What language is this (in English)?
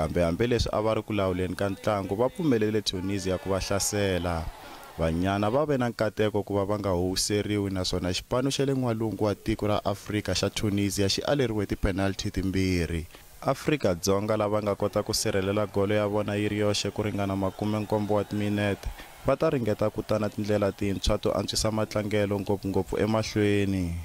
Tsonga